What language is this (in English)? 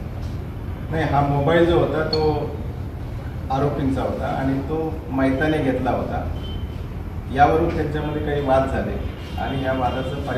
Marathi